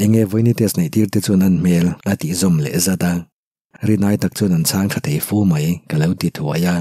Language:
Mizo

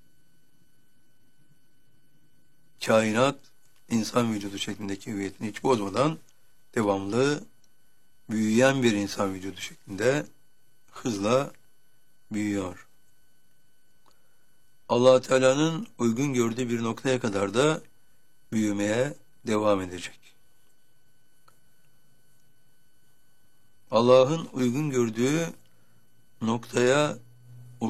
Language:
Turkish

